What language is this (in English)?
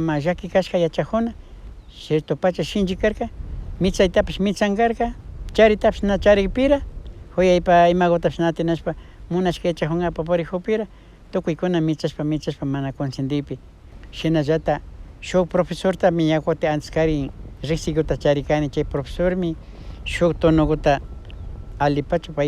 Imbabura Highland Quichua